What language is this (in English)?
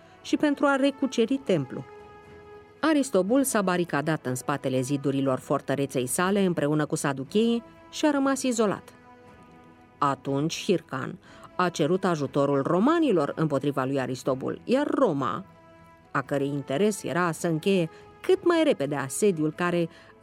Romanian